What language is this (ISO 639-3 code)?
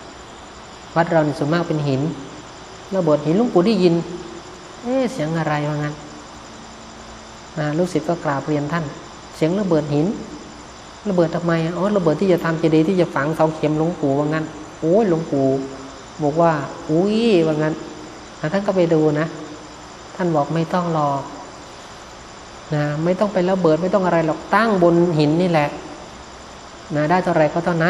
tha